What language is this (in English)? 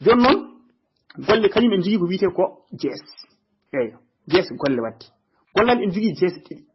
Fula